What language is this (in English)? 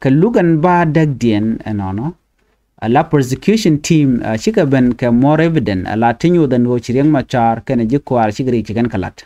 Nuer